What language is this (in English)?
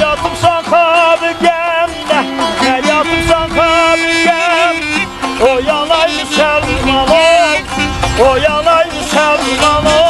South Azerbaijani